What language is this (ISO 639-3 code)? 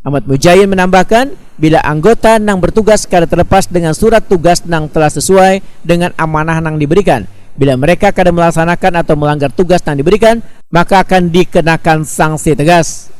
bjn